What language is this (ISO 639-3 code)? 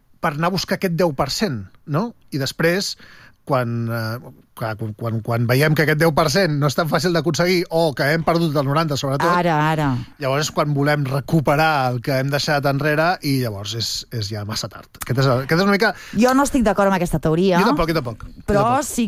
cat